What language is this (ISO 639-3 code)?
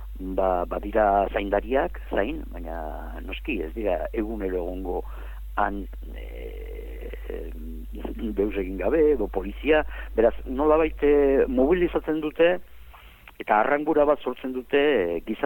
eus